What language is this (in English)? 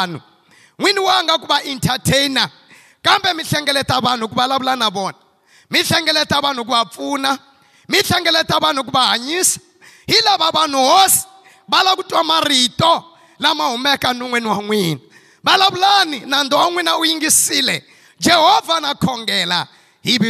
Tsonga